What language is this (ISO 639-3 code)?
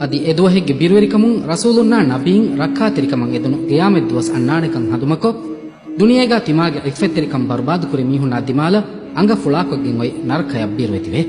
div